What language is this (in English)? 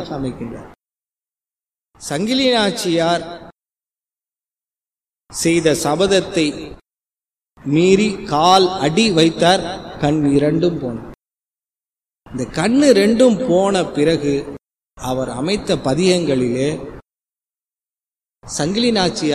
Tamil